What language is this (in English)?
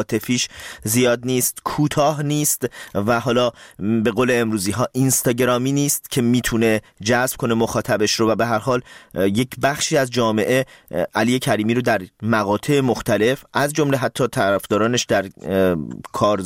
Persian